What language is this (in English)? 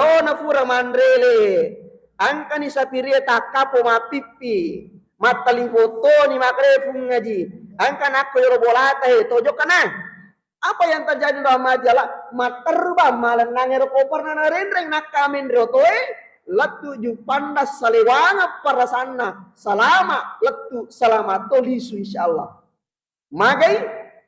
Buginese